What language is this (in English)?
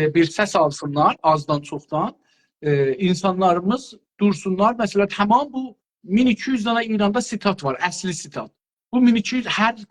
South Azerbaijani